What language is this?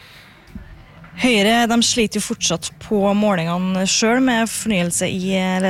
Norwegian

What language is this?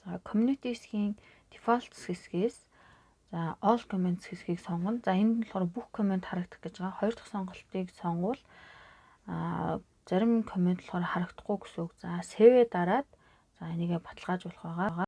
Mongolian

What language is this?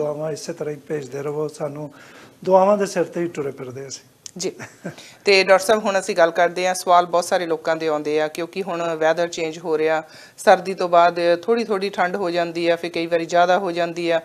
Punjabi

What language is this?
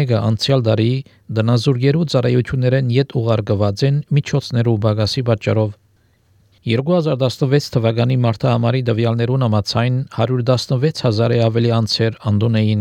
Armenian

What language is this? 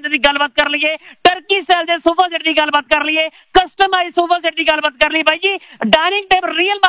Punjabi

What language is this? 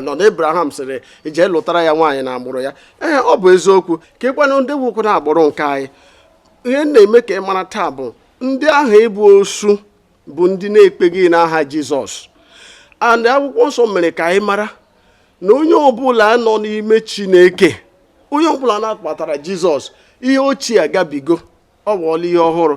Igbo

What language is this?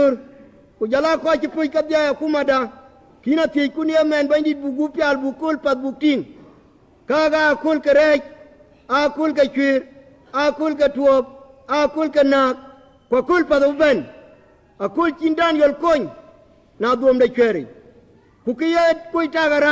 Dinka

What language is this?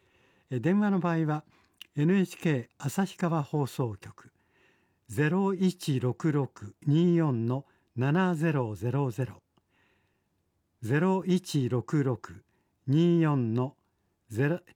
Japanese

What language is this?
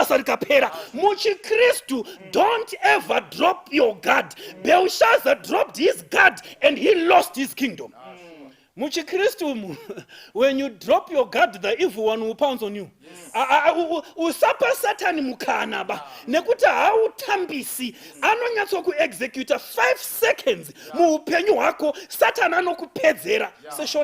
Shona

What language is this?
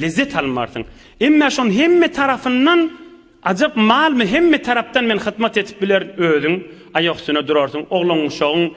Turkmen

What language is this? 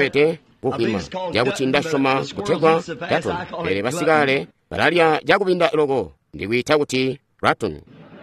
Tonga (Zambia)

